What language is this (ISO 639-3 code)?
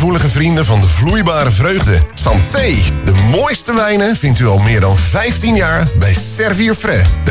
nld